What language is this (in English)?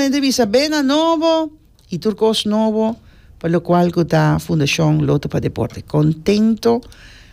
Papiamento